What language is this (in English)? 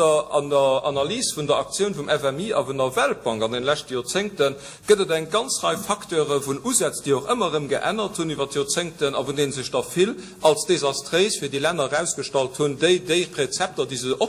Luxembourgish